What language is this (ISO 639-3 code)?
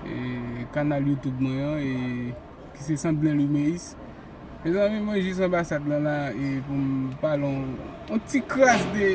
hat